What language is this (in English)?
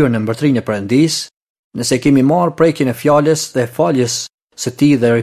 Albanian